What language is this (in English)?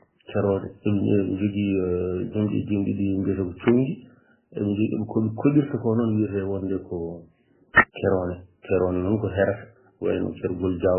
Fula